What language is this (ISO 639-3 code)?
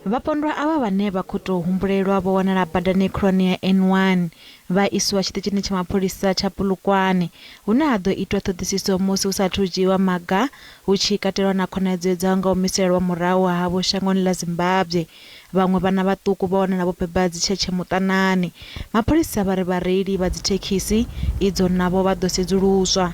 ven